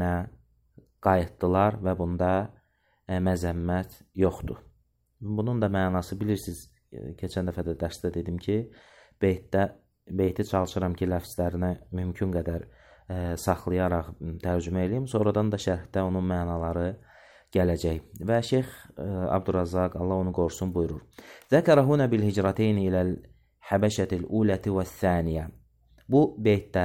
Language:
Azerbaijani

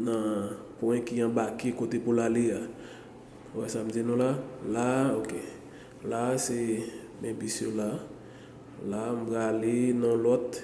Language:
Haitian Creole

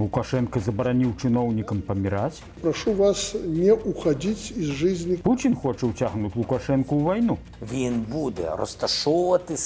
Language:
Belarusian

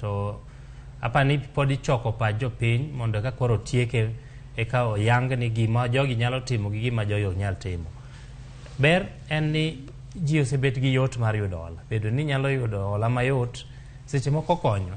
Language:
Luo (Kenya and Tanzania)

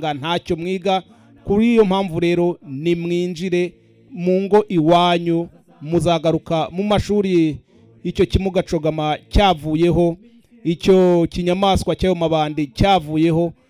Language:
Kinyarwanda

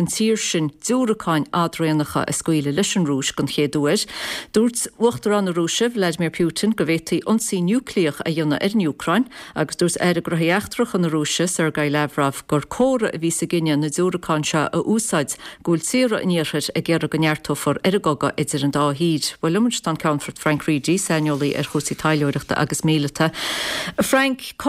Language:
Irish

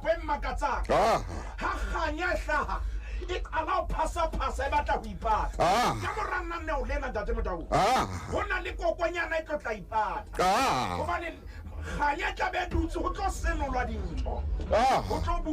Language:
Southern Sotho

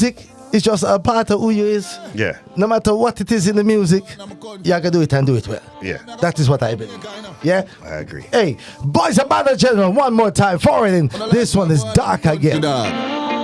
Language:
Jamaican Creole English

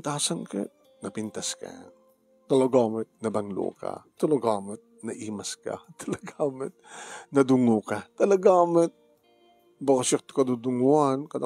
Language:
Iloko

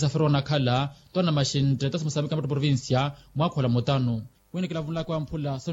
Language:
Makhuwa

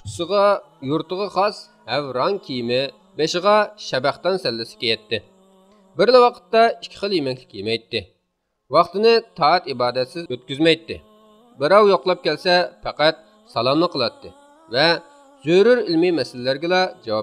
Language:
Uyghur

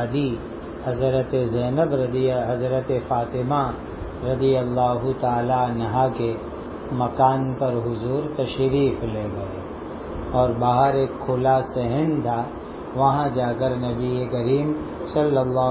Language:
Urdu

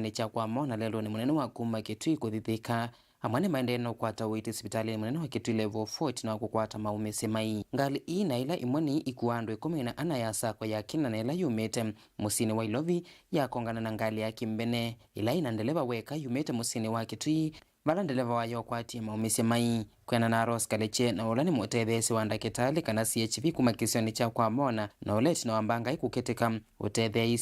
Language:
Kamba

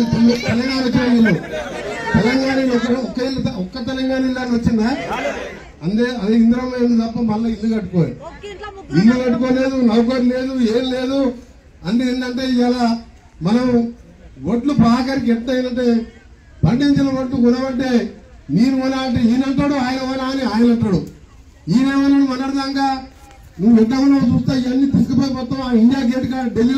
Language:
Telugu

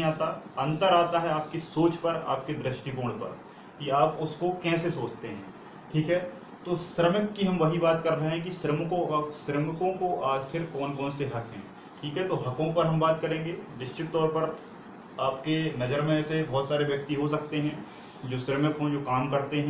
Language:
Hindi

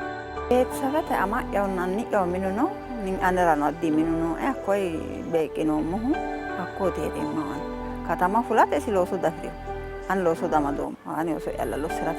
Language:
Sidamo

